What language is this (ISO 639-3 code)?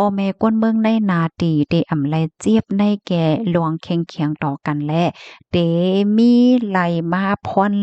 shn